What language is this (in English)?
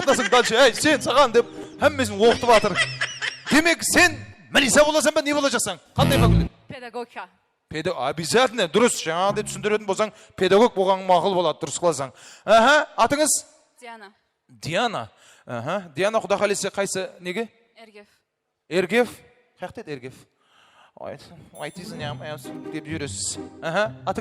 Kara-Kalpak